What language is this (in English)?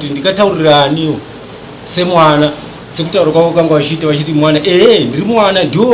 Shona